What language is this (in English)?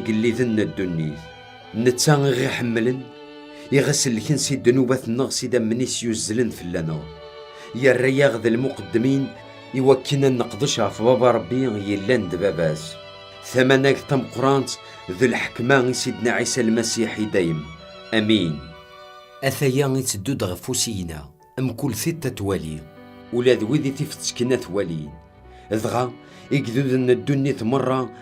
Kabyle